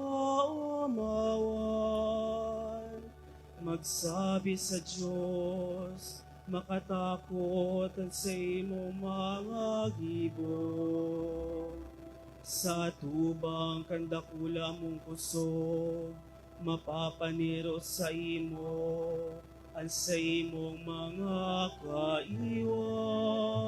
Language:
Bikol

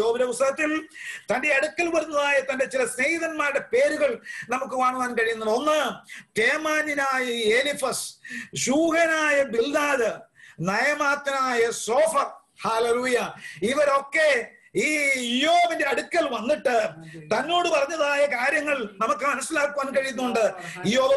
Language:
Malayalam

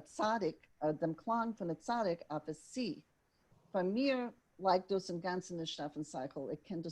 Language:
Yiddish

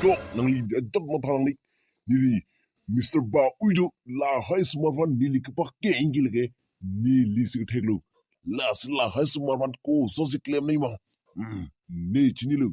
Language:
Karbi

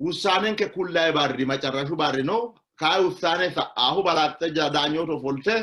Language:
Sidamo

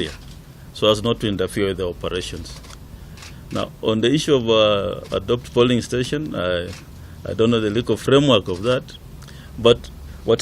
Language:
Kikuyu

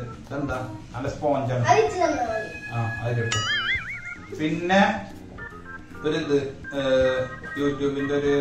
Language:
Malayalam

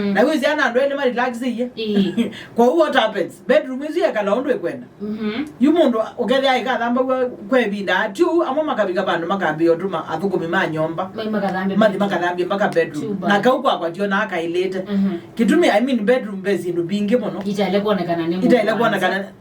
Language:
Kamba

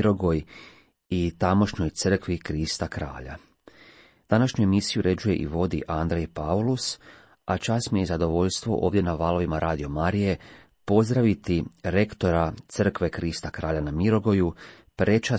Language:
Croatian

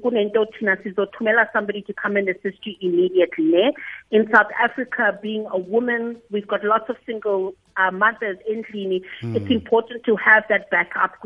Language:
South Ndebele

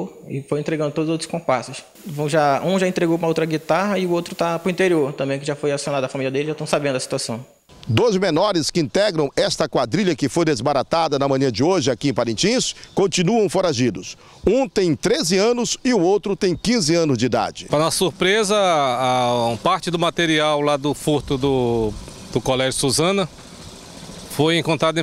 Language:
Portuguese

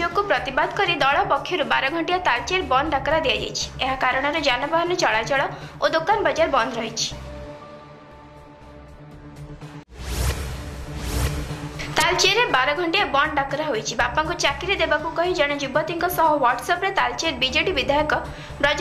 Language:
Odia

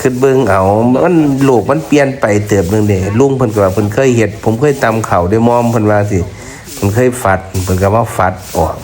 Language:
Northeastern Thai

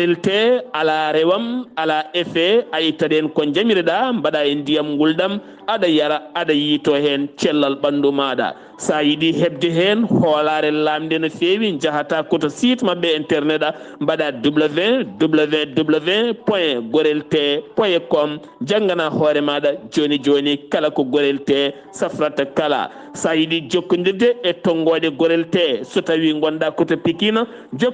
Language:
Fula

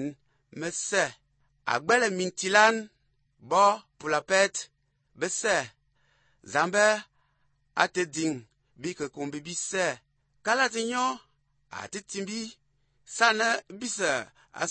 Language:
Albanian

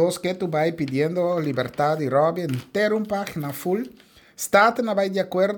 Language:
Papiamento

